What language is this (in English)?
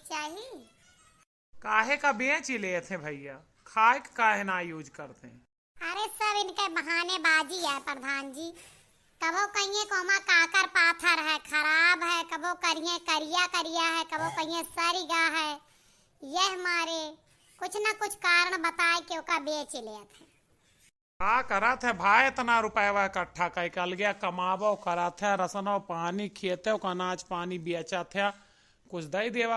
Awadhi